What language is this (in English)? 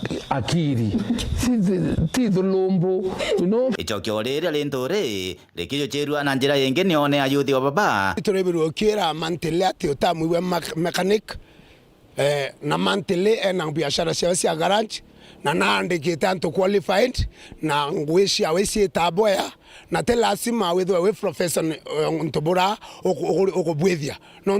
Meru